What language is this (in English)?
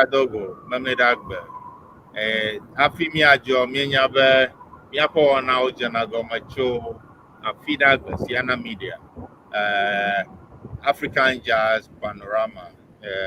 Ewe